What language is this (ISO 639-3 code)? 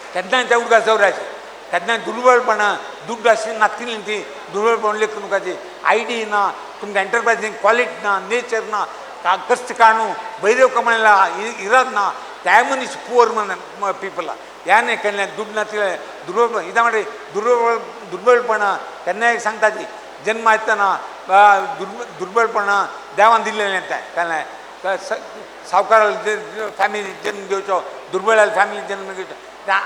kok